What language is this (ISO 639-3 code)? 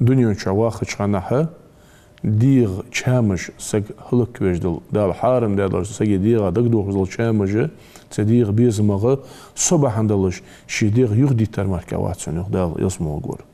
inh